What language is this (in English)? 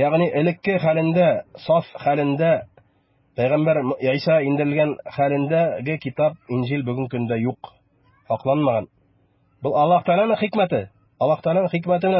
Bashkir